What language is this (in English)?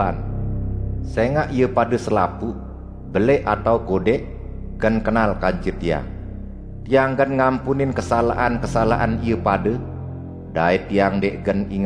Sasak